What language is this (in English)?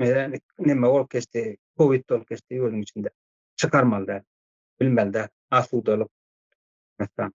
Turkmen